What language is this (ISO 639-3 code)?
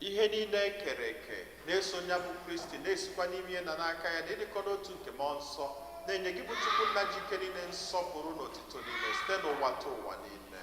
ibo